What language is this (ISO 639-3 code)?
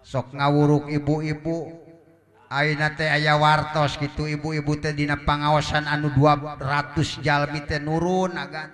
sun